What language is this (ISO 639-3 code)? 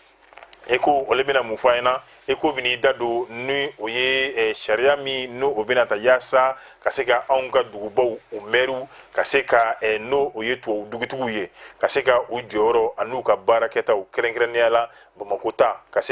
bam